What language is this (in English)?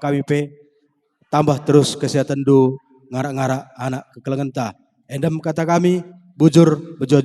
Batak Karo